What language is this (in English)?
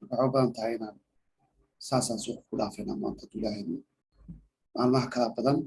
Somali